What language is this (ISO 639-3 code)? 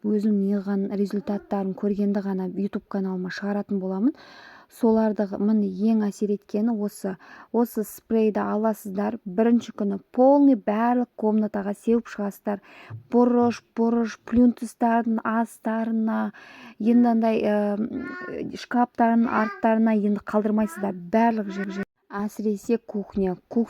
kaz